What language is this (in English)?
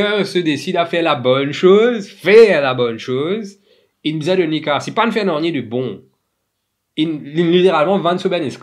Morisyen